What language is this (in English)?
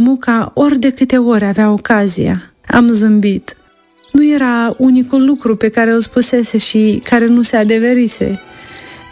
Romanian